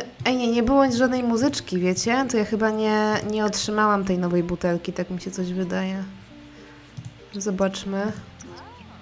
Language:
Polish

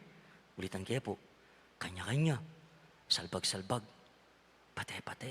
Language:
Pampanga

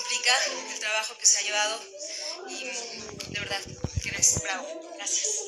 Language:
Spanish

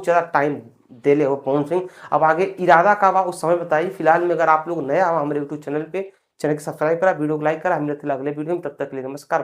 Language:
Bhojpuri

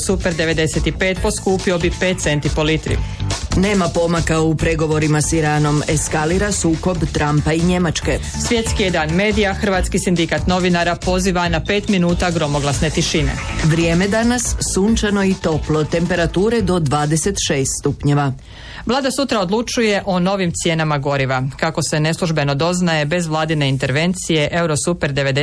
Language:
Croatian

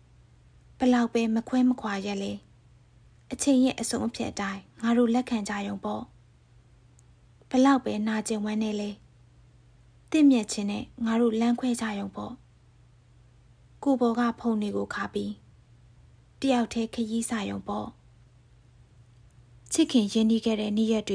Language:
Burmese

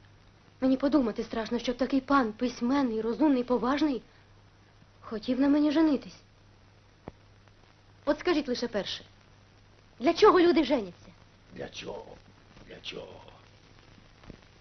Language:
Ukrainian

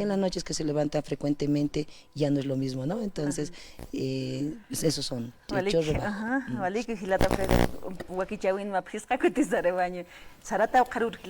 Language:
Aymara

